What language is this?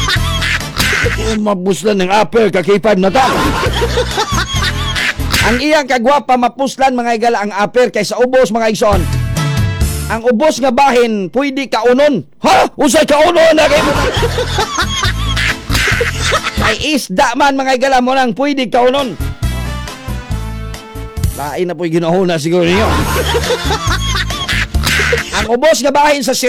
Cebuano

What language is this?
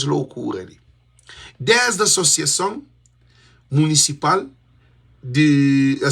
Kabuverdianu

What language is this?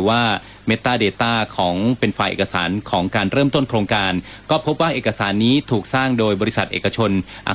Thai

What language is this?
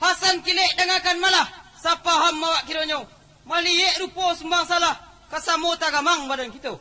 Minangkabau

